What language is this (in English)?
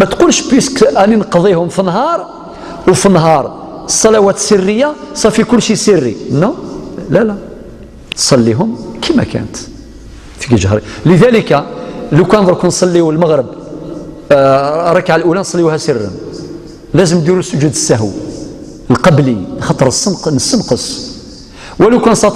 Algerian Arabic